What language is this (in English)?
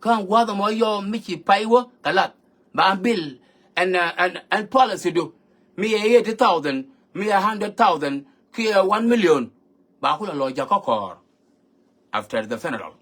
Nuer